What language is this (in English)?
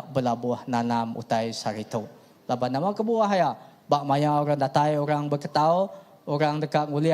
Iban